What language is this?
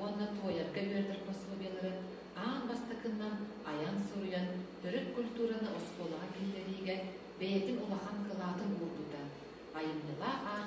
Yakut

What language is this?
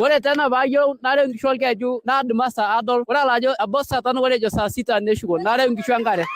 Masai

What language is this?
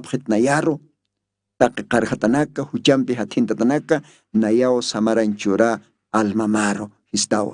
Aymara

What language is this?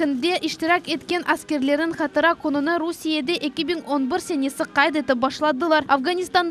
Crimean Tatar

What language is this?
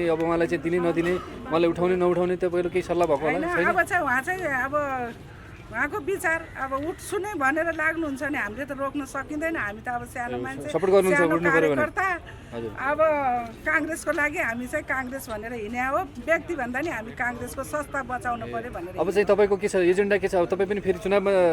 Nepali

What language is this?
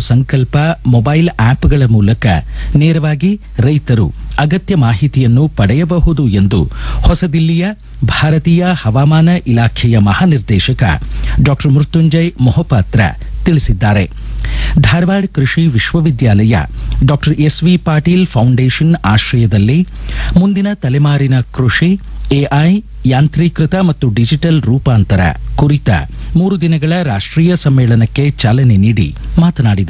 Kannada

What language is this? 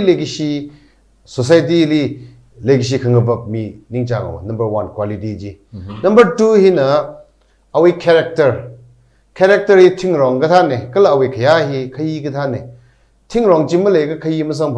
Tangkhul Naga (India)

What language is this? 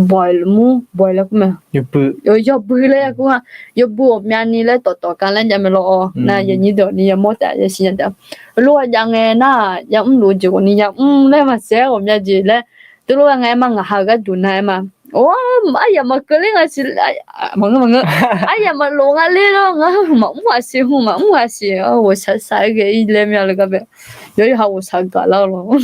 Akha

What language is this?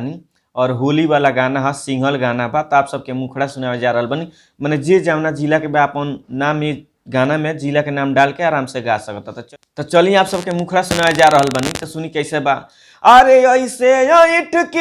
Bhojpuri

